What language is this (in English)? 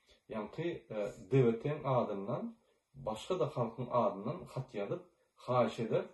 Turkmen